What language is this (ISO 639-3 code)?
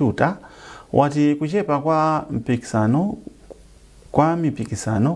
nya